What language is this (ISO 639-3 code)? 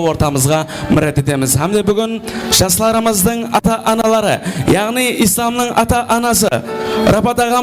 kaa